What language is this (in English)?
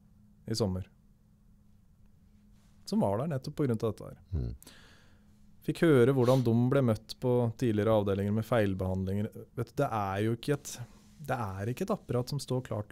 Norwegian